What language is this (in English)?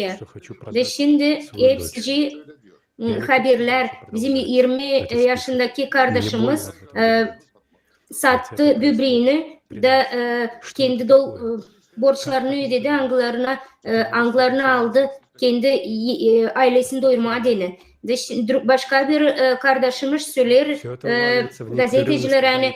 Gagauz